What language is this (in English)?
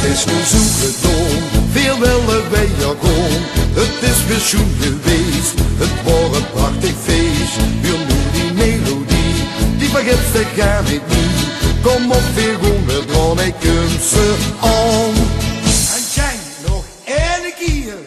Limburgish